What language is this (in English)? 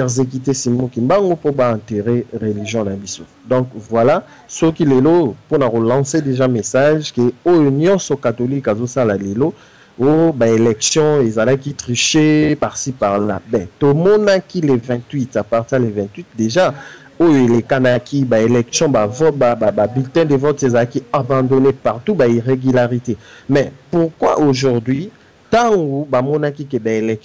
Lingala